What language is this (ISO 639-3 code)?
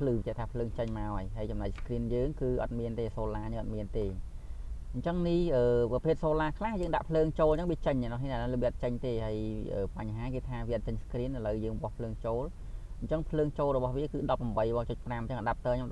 khm